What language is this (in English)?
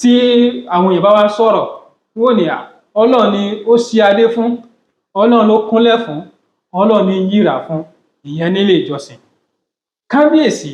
Yoruba